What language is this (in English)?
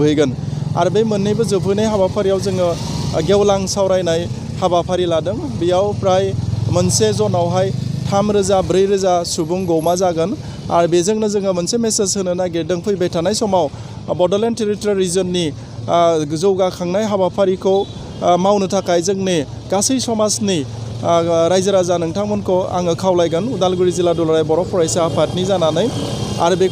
Bodo